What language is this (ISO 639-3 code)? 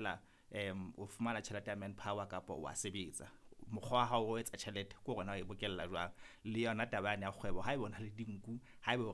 sot